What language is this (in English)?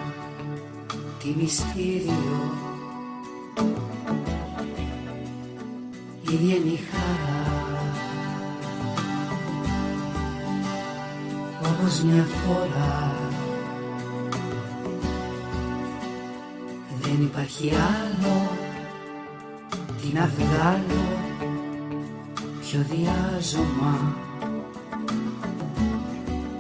Greek